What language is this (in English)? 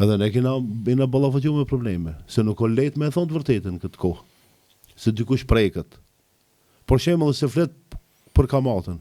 Albanian